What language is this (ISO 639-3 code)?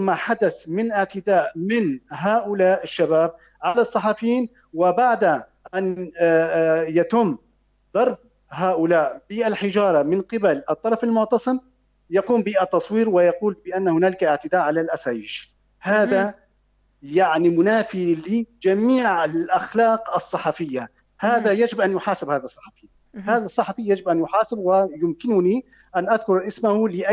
apc